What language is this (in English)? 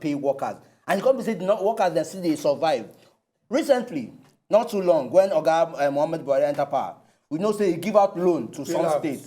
Nigerian Pidgin